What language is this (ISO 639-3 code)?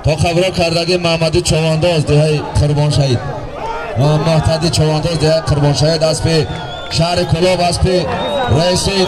tgk